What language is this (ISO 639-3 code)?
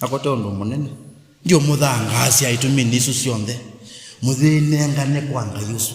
kam